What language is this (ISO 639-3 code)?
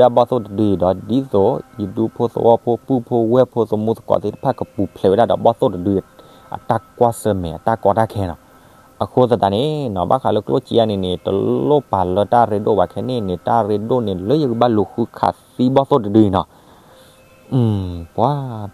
ksw